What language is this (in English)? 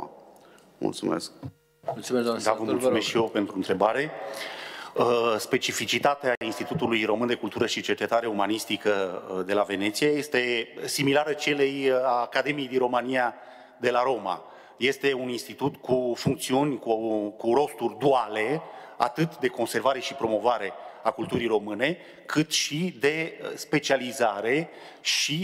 Romanian